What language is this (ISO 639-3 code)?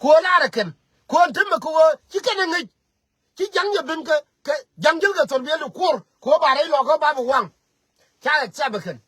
nus